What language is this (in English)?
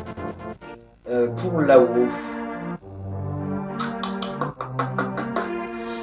French